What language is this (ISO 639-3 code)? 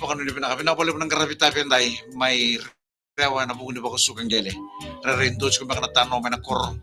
fij